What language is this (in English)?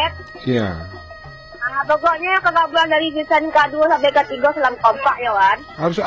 Minangkabau